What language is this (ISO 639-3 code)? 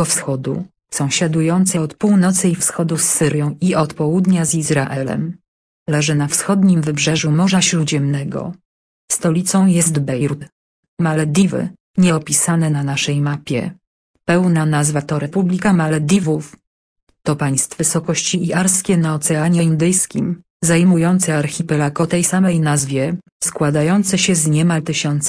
pol